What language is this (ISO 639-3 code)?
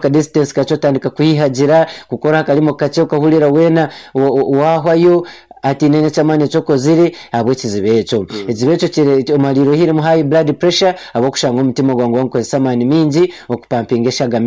nyn